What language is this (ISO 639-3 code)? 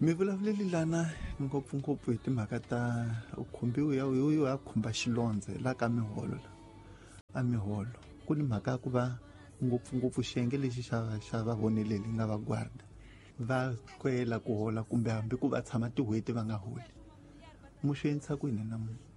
tso